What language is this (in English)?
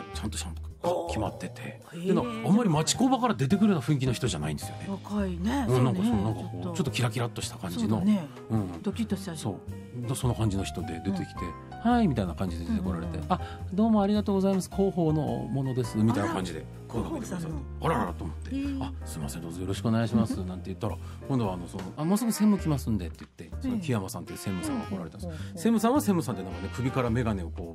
Japanese